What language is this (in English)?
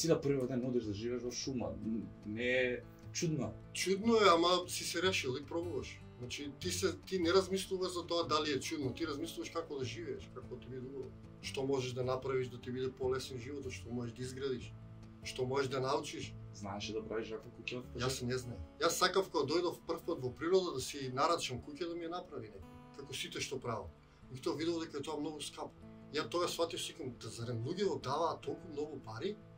Macedonian